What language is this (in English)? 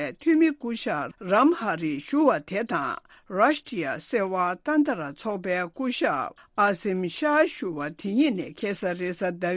Tibetan